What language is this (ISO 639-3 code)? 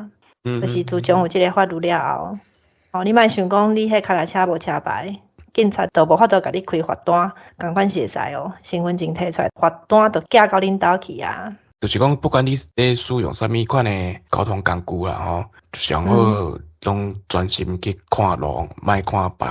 nan